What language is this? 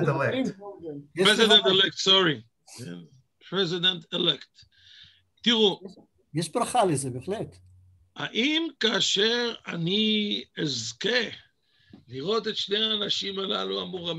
Hebrew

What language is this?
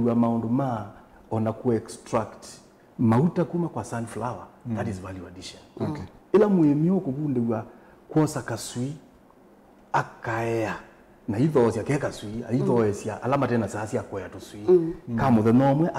Kamba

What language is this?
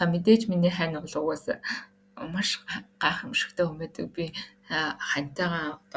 Mongolian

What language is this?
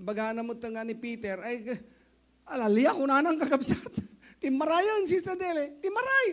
Iloko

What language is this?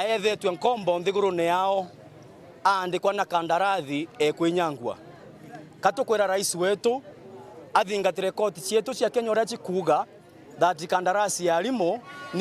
Meru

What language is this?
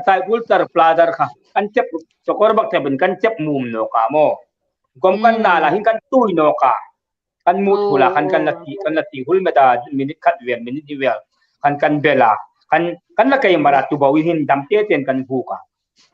Hmar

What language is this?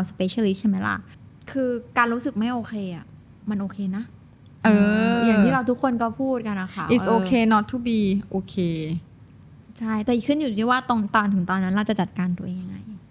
Thai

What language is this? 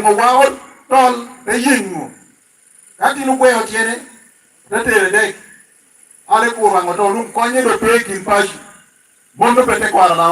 Lango (Uganda)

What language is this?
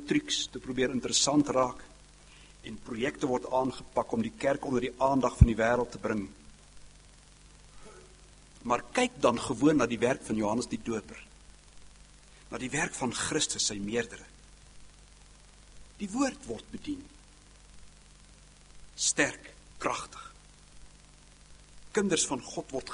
Afrikaans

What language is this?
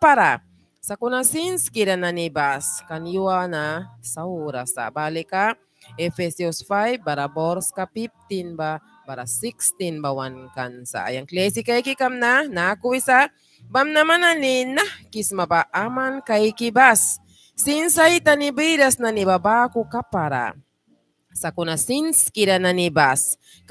Mískito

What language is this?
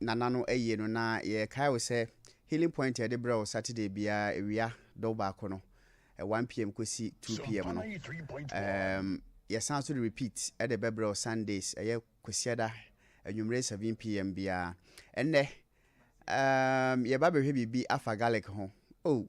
Akan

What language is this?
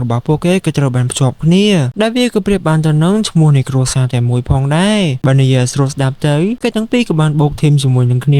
Khmer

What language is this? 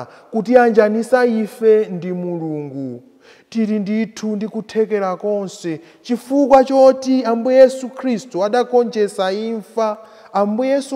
Nyanja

